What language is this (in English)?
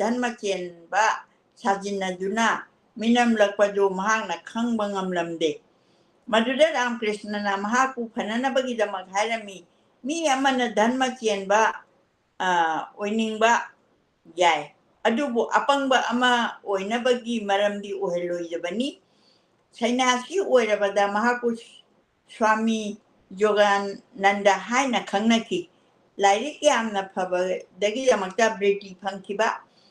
Manipuri